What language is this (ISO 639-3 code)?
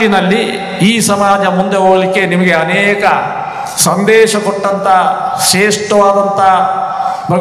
kan